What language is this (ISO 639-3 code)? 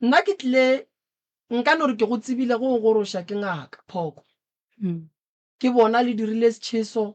nso